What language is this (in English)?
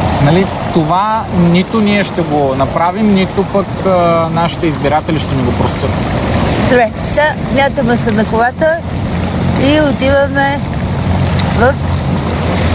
Bulgarian